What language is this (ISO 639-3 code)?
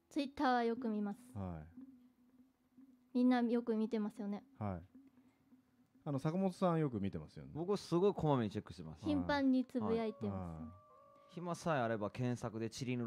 jpn